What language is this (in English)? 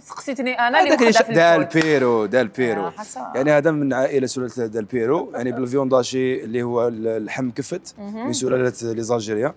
Algerian Arabic